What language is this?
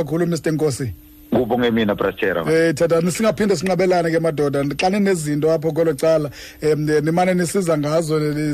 Xhosa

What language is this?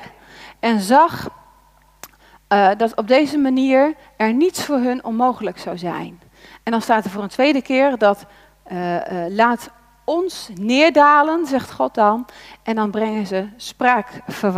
Dutch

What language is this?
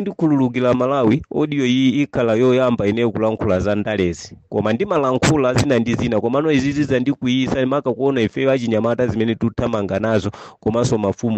Nyanja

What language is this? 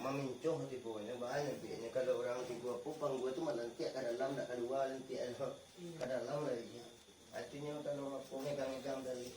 Minangkabau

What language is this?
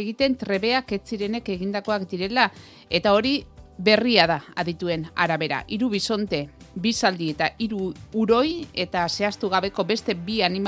Basque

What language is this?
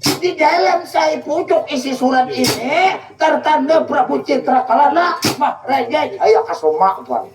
Banjar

